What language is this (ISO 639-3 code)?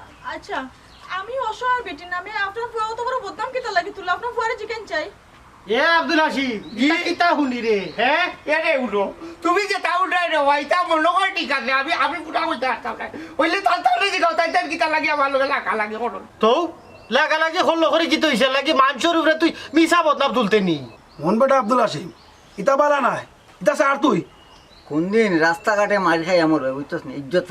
syl